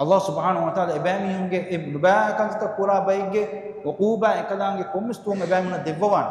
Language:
Divehi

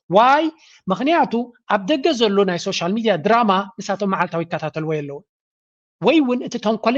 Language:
Tigrinya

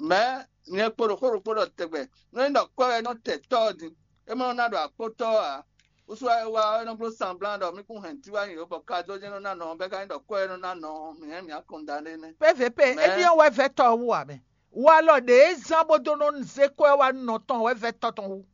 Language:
Fon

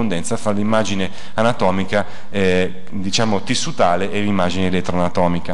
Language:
Italian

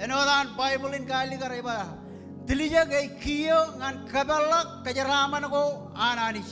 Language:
Marshallese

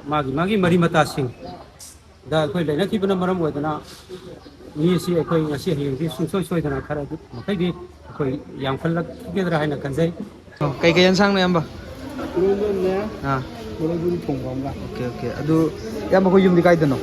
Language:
Manipuri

